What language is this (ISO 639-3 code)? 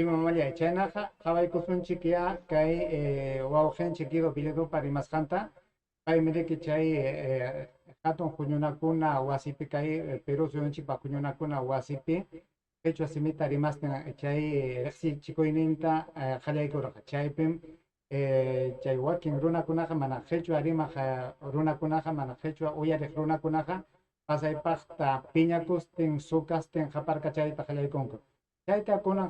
quy